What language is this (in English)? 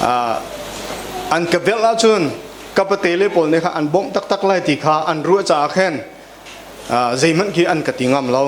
Hakha Chin